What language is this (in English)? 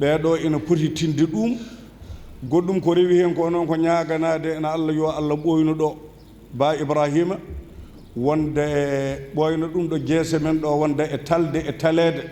Fula